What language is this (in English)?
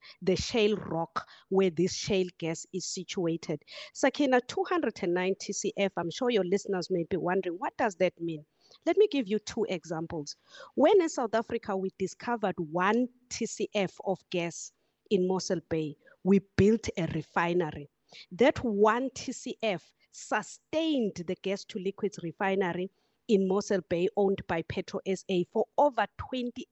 English